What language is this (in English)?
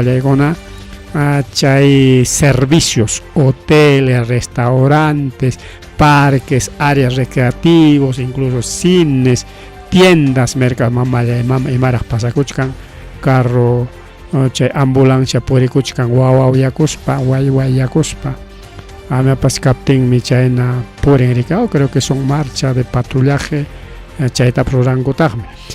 Ayacucho Quechua